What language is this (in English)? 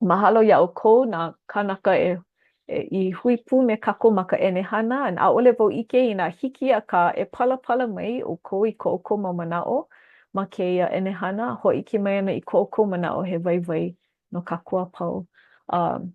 Hawaiian